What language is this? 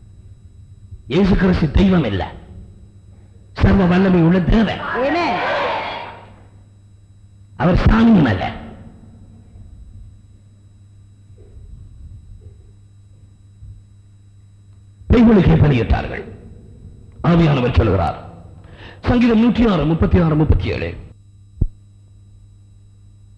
Tamil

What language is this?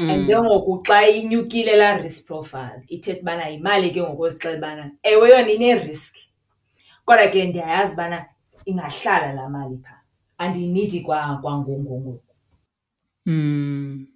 Xhosa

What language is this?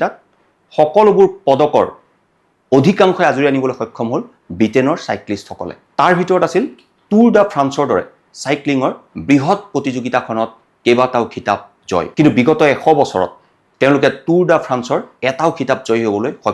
Assamese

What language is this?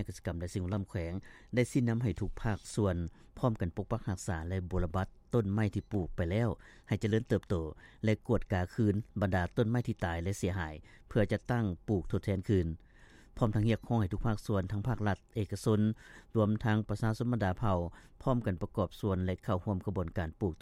Lao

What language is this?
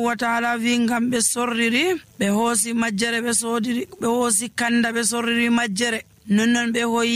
Nigerian Fulfulde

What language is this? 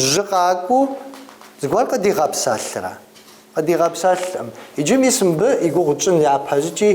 Kabardian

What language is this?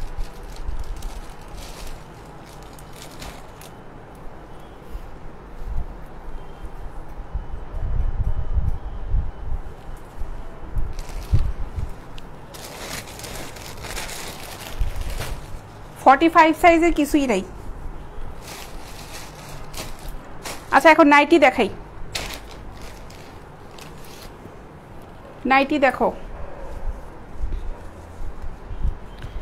Bangla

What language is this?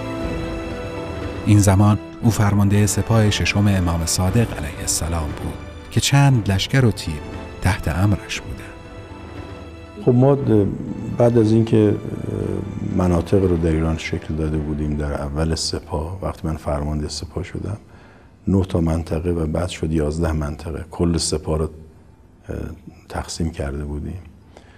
Persian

